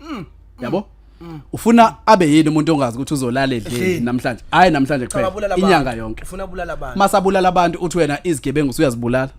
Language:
Zulu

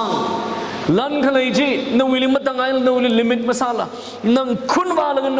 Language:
Tangkhul Naga (India)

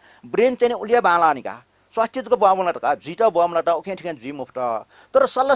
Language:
Newari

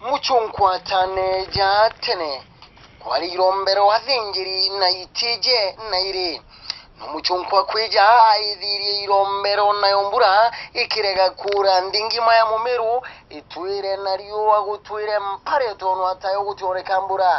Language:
Meru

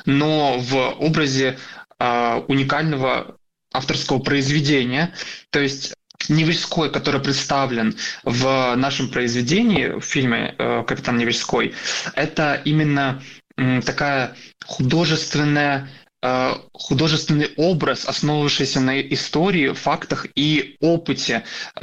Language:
Russian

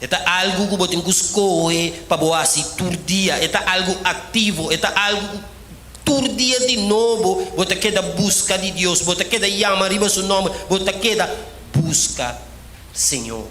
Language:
Papiamento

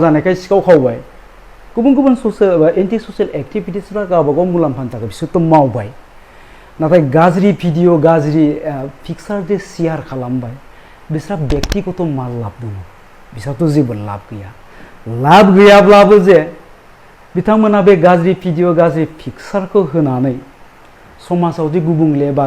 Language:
Bodo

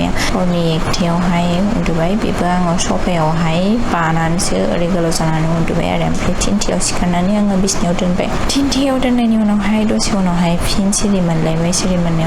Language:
Bodo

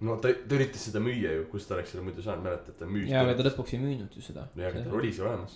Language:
Estonian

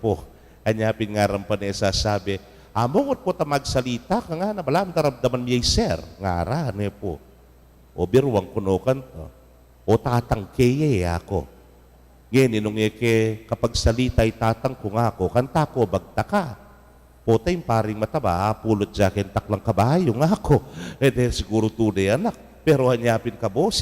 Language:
Pampanga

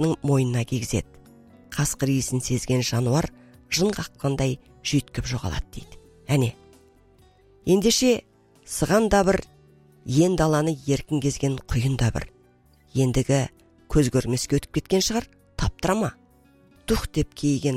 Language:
Kazakh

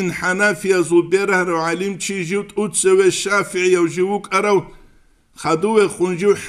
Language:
Avaric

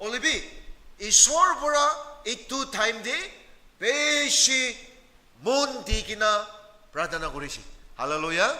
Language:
Naga Pidgin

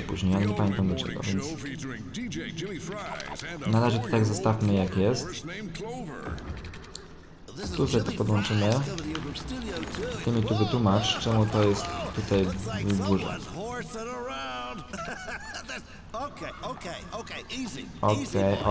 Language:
Polish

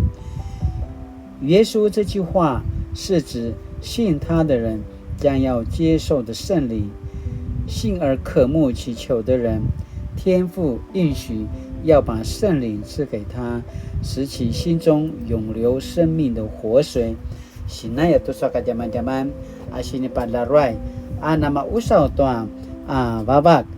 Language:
Paiwan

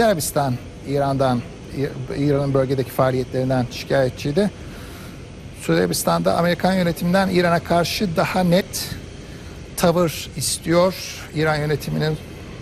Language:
Turkish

